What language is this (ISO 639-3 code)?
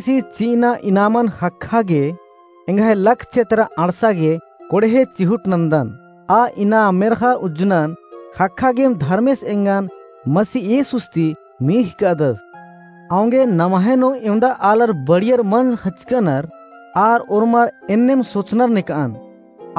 kru